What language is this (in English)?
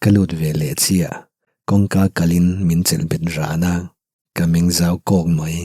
Mizo